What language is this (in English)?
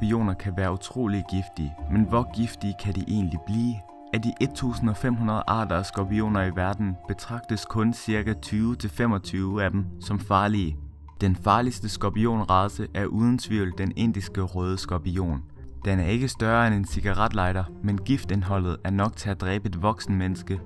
Danish